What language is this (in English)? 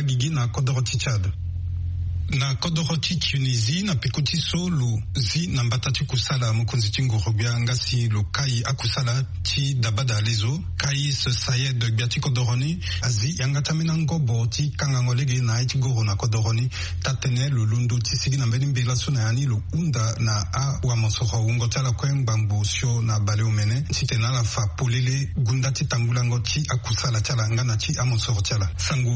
Sango